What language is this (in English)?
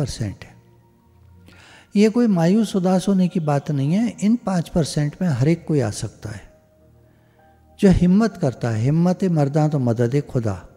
Hindi